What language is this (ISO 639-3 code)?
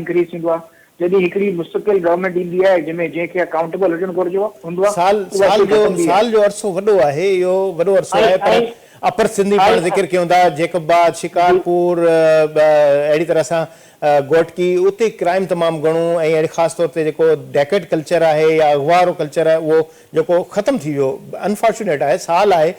snd